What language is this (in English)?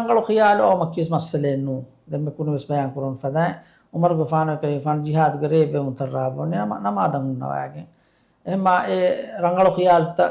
Divehi